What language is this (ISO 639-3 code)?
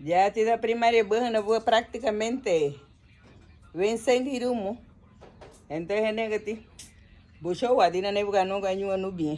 cab